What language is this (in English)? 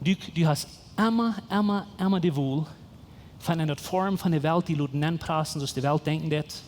Plautdietsch